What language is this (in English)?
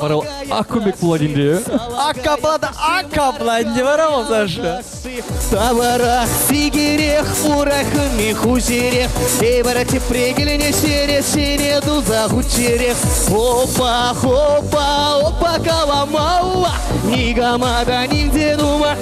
Chuvash